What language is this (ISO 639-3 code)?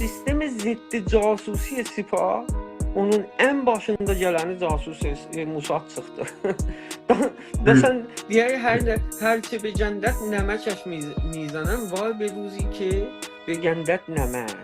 azb